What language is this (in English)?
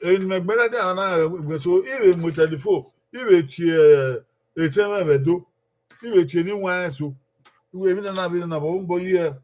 Bini